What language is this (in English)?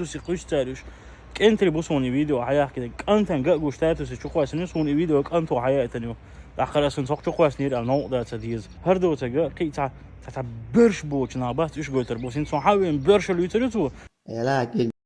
Chechen